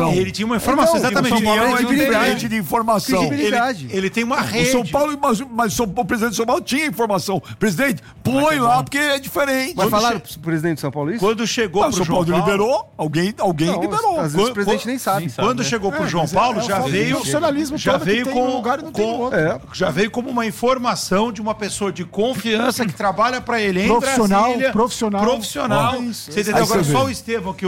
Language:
Portuguese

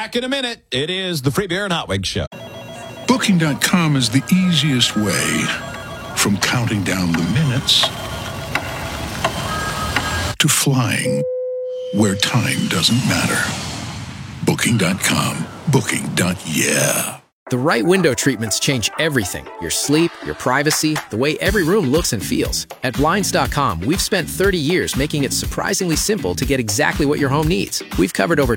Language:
English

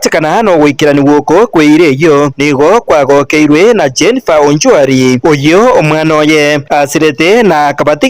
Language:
Gusii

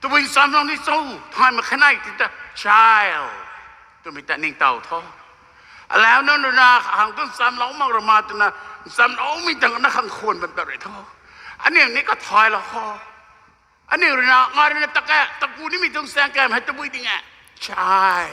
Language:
Rongmei Naga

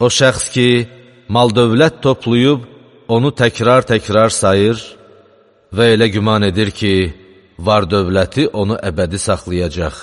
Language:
Azerbaijani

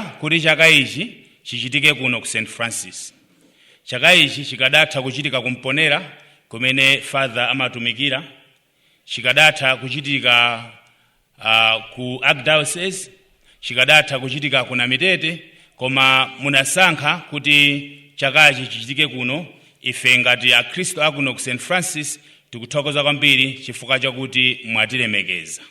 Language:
Nyanja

